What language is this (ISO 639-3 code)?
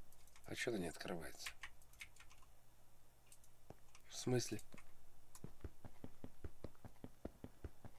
rus